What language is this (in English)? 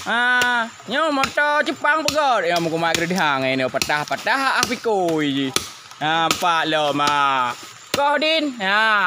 Achinese